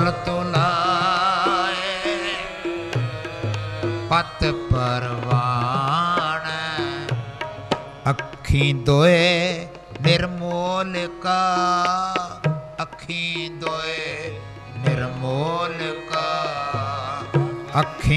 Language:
Punjabi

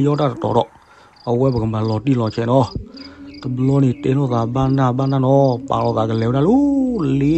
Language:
S'gaw Karen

